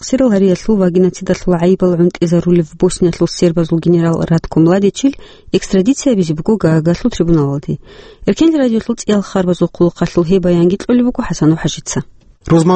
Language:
Avaric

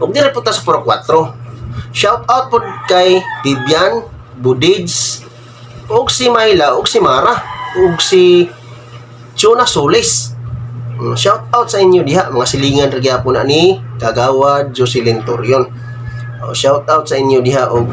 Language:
Cebuano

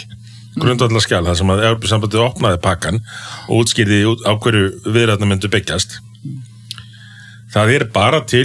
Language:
Icelandic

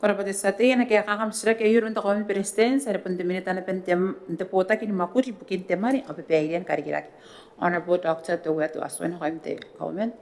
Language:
Gilbertese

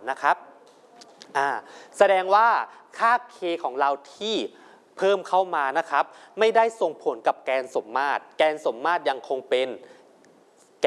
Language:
Thai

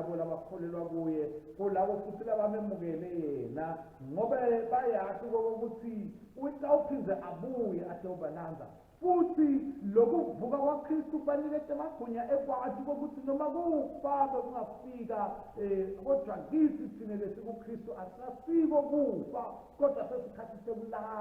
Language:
Swati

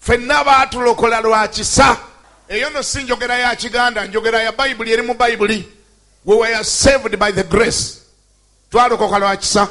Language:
Ganda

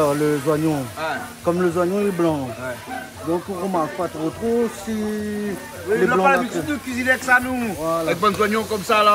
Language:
Réunion Creole French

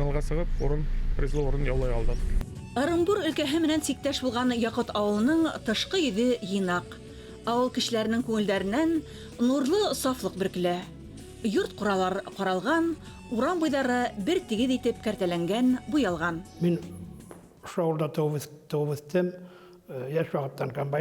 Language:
Bashkir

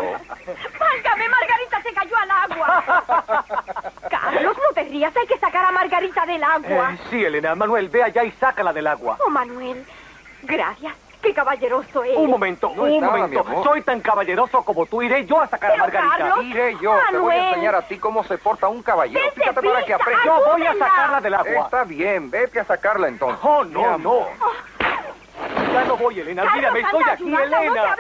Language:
Spanish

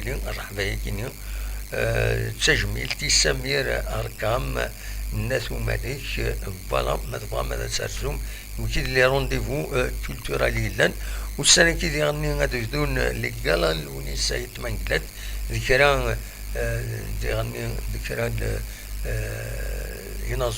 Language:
Kabyle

